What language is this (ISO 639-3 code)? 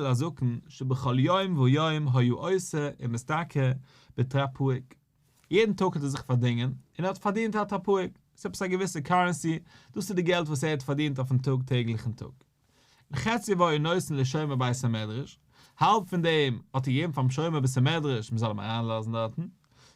yid